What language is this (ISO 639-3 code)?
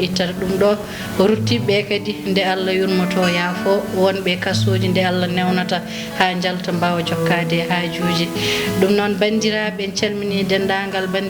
ful